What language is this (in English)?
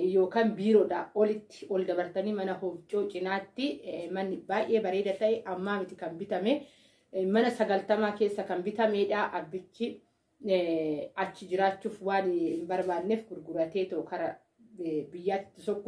Oromo